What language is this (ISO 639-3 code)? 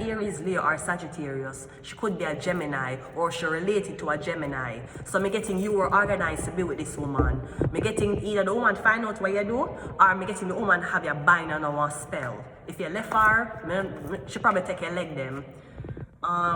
jam